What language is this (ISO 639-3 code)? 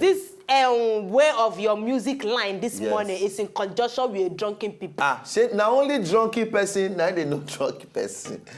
pcm